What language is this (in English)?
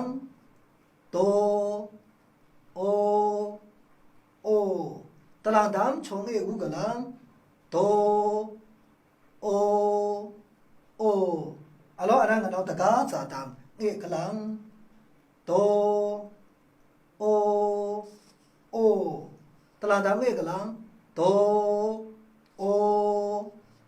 Maru